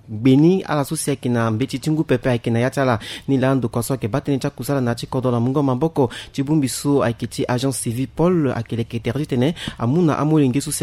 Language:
Sango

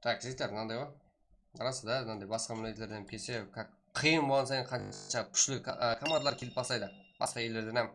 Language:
Kara-Kalpak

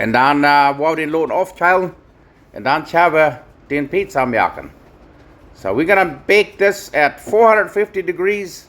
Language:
Plautdietsch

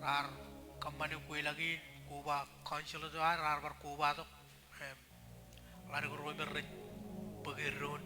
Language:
Marshallese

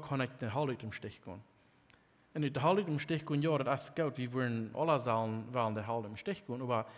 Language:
Plautdietsch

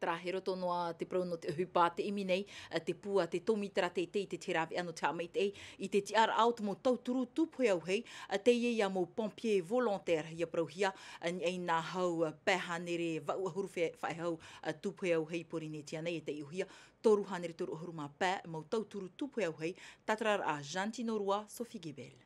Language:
Tahitian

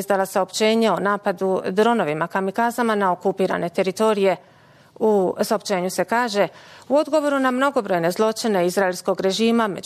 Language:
Bosnian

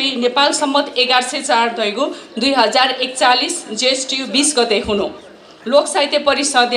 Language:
Newari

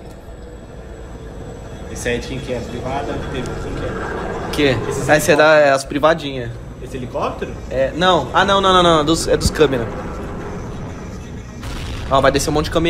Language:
Portuguese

